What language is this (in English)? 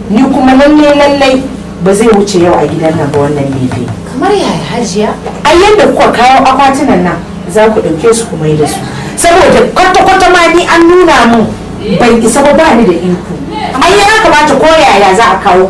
Hausa